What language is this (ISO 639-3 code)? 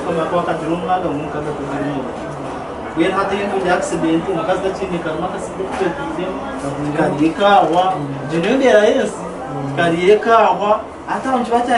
nyn